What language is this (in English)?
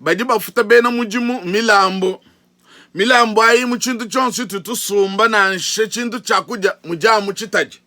Luba-Lulua